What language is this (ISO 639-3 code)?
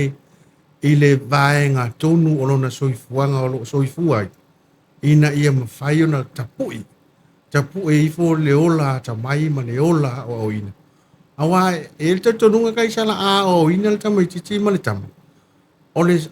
smo